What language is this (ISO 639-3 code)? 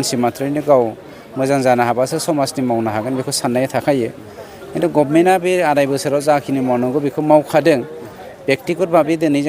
brx